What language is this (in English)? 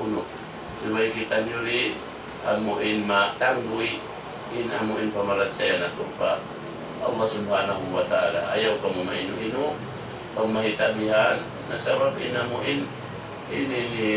Tausug